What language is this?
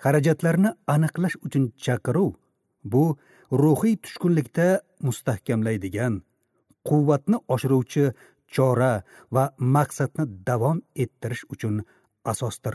Uzbek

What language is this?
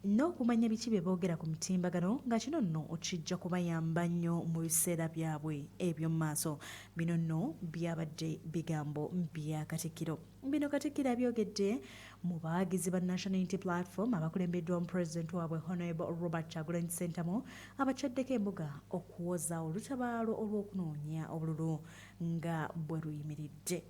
Ganda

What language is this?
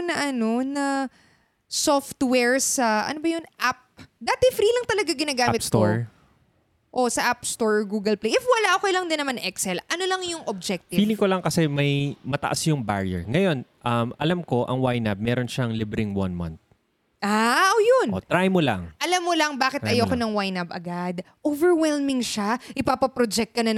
Filipino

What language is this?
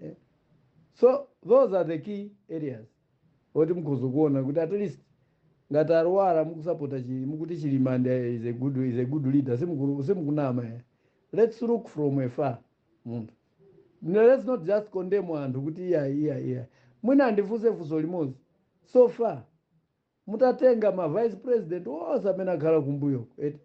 Nyanja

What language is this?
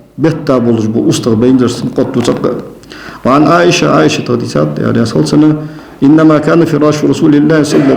Ingush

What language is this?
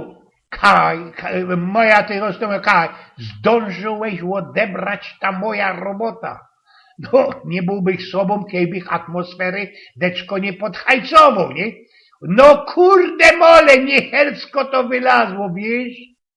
Silesian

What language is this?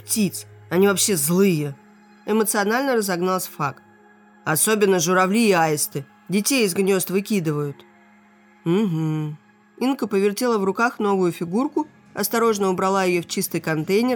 Russian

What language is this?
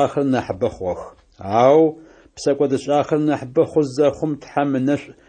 Adyghe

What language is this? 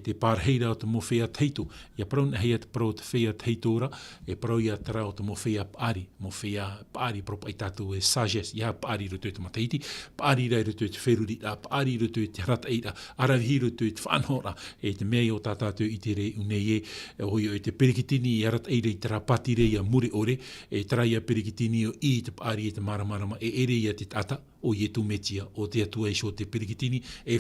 Tahitian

